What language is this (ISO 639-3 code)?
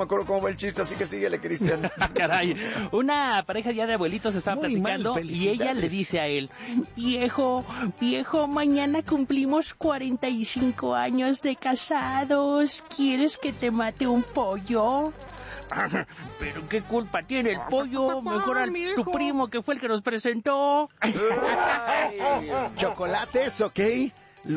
spa